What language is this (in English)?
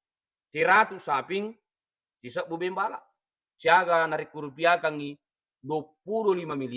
Buginese